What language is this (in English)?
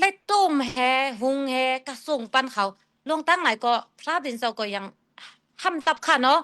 Shan